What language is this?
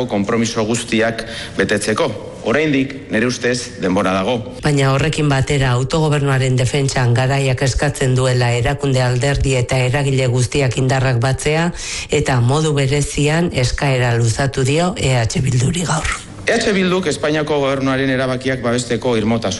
Basque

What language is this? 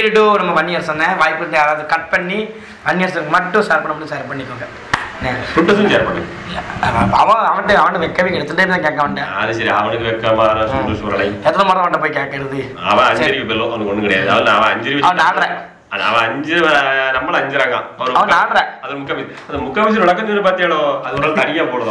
Tamil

